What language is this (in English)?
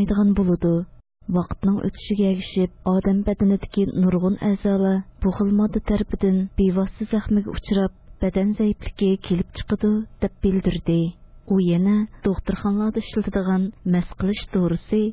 Uyghur